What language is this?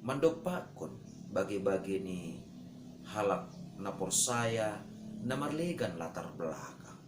Batak Simalungun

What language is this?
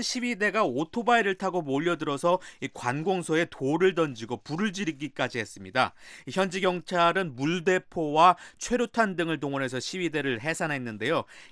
Korean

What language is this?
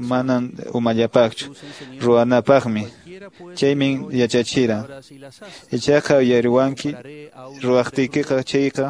Quechua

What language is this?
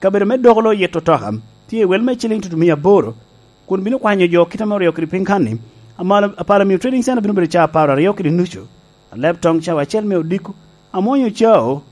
Lango (Uganda)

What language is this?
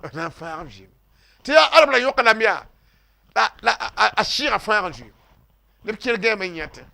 Mossi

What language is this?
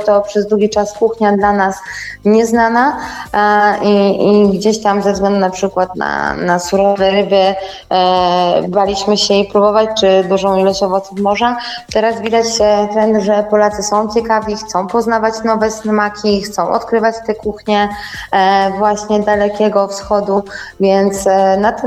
Polish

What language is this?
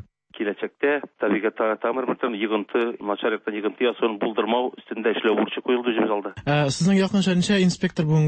Tatar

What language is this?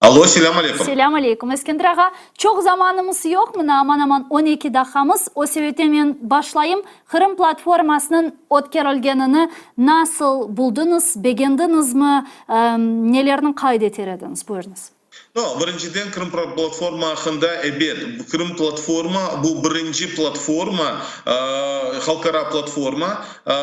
Crimean Tatar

